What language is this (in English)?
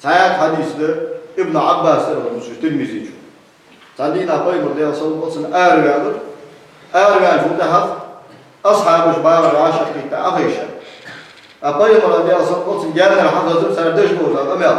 Ingush